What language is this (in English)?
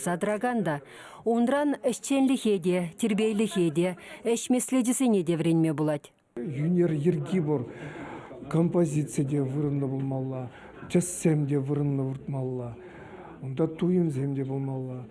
Chuvash